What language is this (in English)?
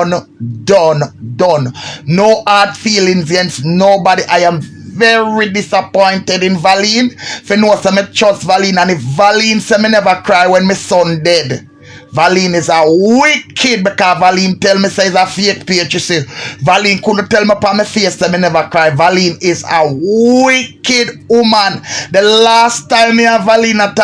Jamaican Creole English